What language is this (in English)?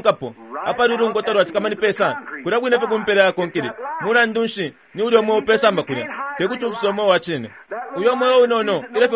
Bemba